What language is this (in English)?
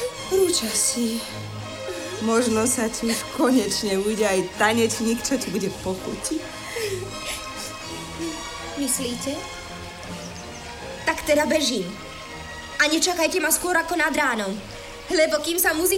Slovak